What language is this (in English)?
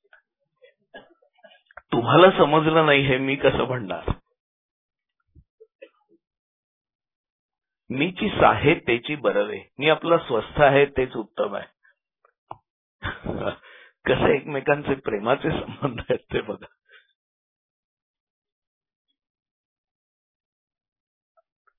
Marathi